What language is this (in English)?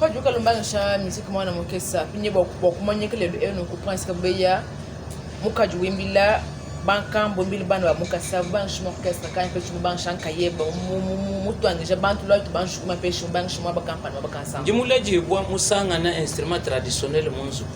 Luba-Lulua